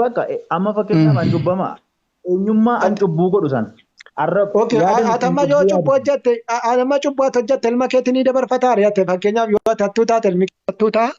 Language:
Oromo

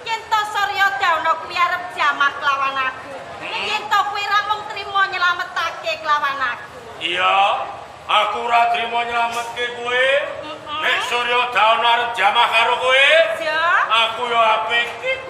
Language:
Javanese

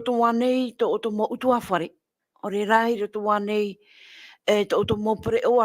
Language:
Tahitian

